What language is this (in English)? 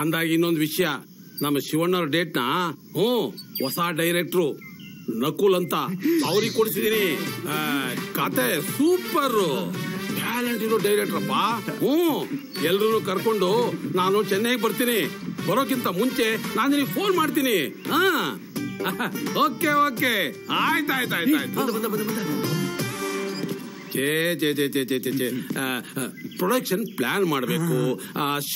Kannada